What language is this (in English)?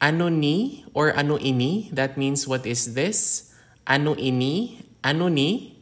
Hiligaynon